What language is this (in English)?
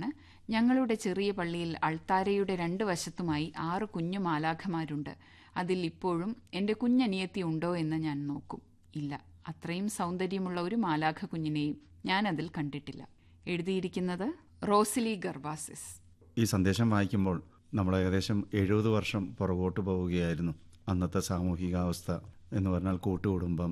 Malayalam